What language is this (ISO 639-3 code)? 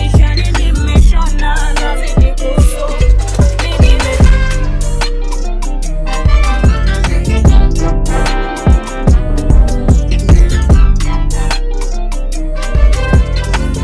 swa